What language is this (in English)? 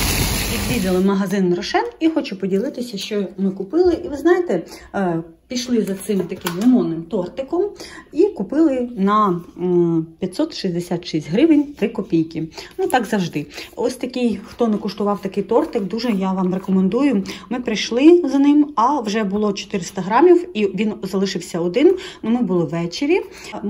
Ukrainian